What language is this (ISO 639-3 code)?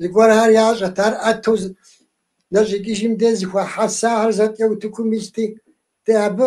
kbd